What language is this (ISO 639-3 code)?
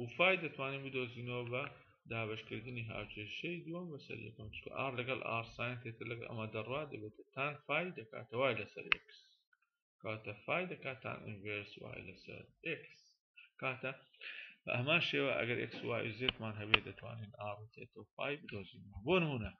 ckb